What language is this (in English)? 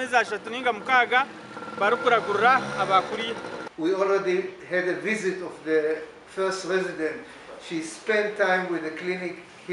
Nyankole